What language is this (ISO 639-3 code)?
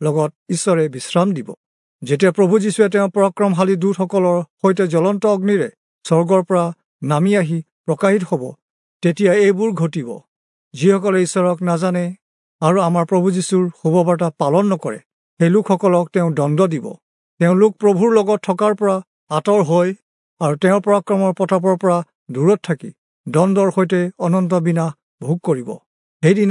asm